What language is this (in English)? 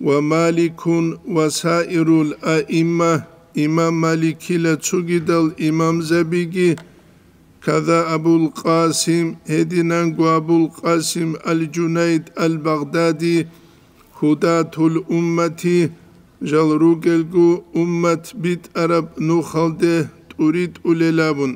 Avaric